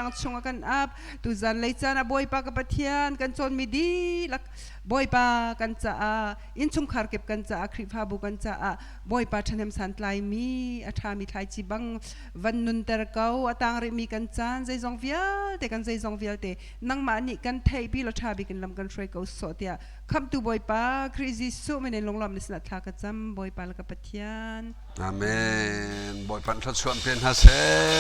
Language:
Hakha Chin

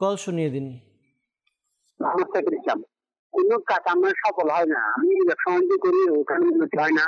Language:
Bangla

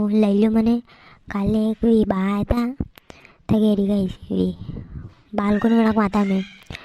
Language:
Rajasthani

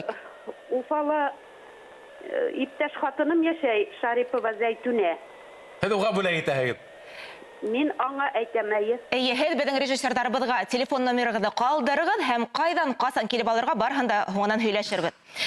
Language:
Bashkir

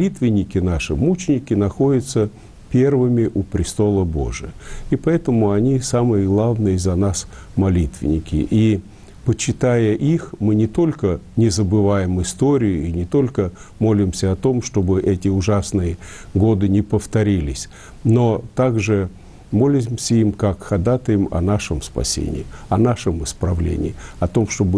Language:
Russian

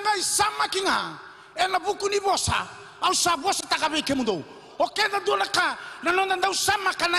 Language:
Fijian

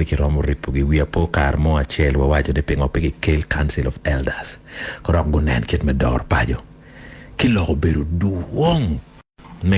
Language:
Acoli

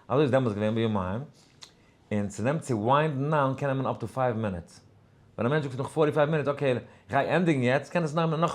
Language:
Yiddish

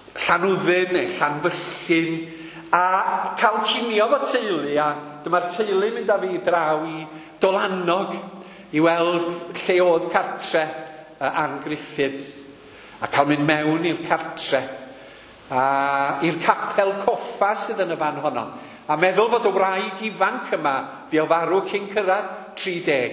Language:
Welsh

